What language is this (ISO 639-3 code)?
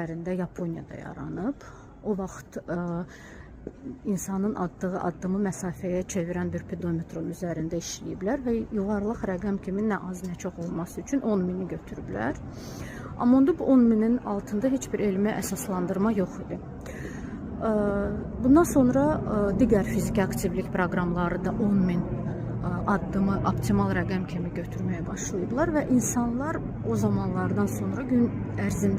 aze